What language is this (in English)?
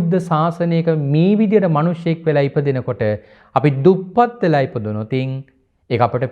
Sinhala